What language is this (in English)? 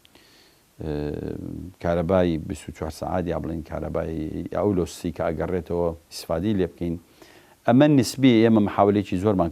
Central Kurdish